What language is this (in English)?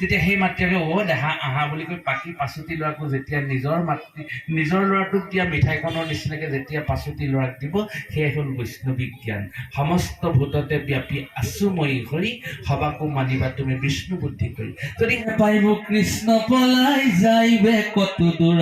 Assamese